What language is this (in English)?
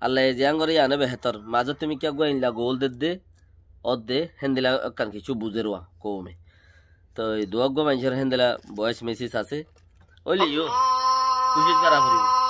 Rohingya